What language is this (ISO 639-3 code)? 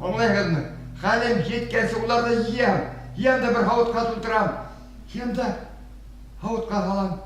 bak